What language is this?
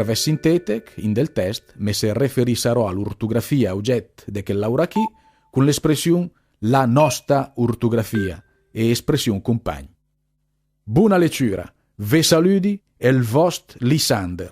Lombard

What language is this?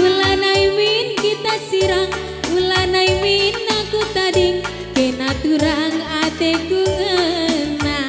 Batak Karo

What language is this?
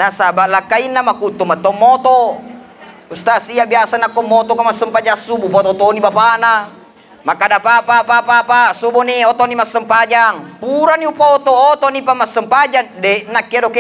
Buginese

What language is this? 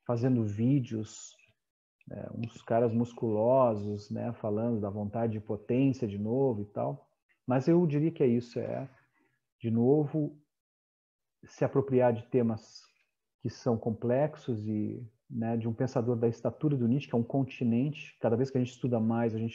Portuguese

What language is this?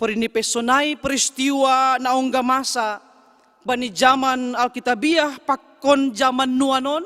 Batak Simalungun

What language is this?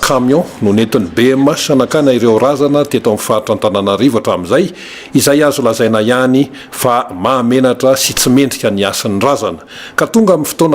Malagasy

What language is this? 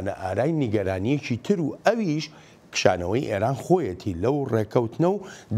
Central Kurdish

